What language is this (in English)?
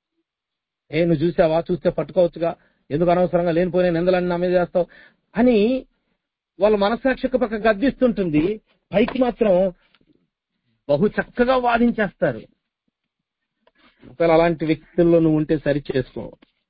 Telugu